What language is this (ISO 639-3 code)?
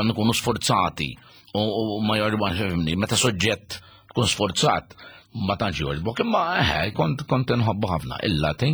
mlt